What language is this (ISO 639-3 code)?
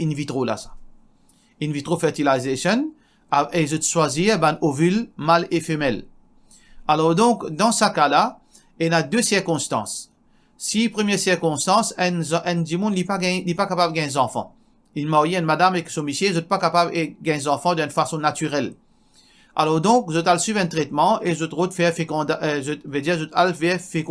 mfe